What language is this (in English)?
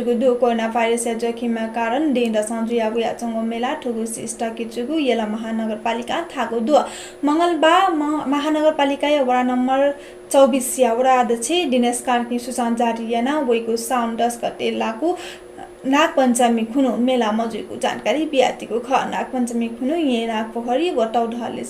Newari